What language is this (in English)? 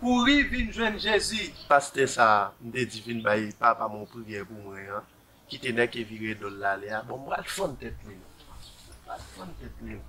Haitian Creole